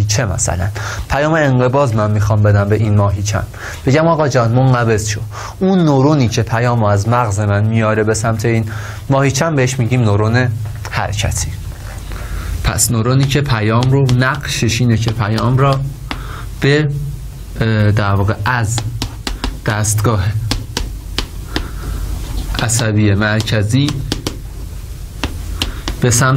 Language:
Persian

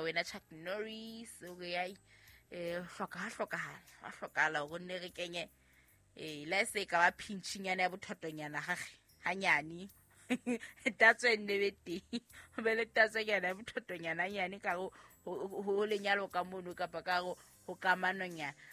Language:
Southern Sotho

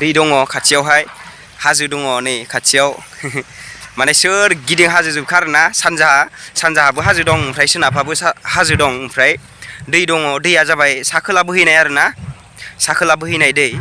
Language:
Bodo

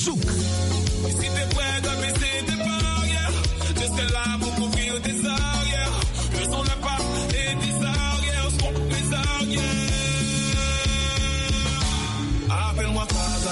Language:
French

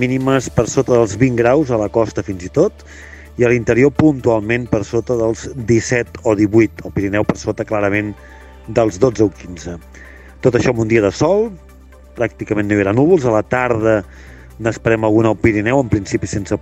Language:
Catalan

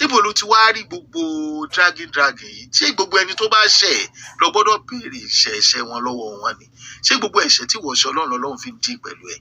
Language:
Yoruba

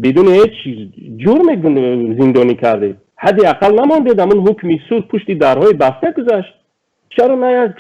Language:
Tajik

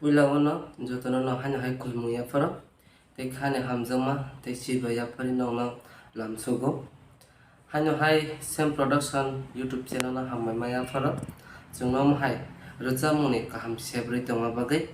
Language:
Kok Borok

